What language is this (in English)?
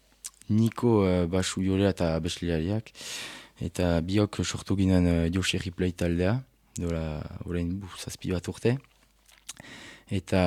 Basque